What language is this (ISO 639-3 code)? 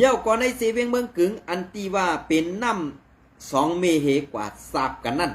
shn